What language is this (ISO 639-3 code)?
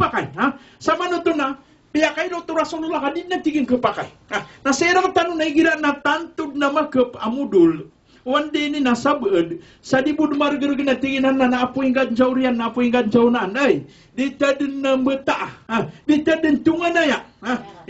mrw